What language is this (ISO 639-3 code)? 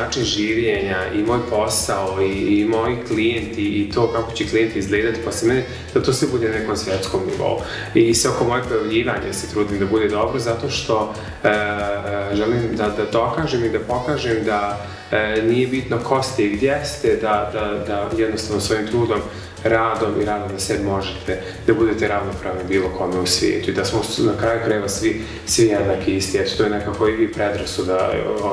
srp